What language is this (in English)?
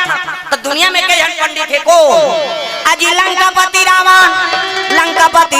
Chhattisgarhi